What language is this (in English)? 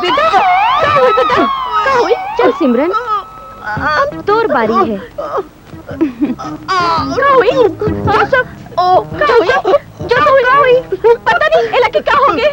Chhattisgarhi